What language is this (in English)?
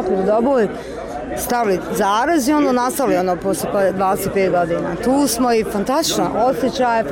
Bosnian